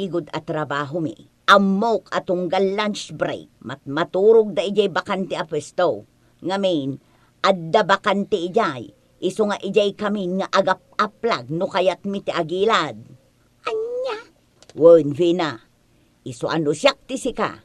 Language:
Iloko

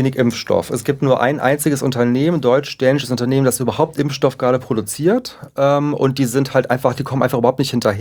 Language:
German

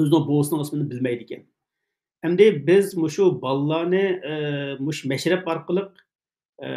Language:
Uyghur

